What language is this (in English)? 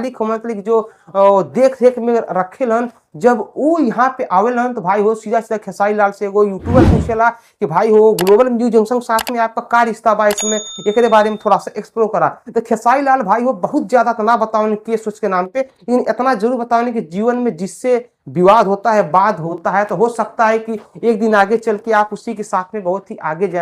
Bhojpuri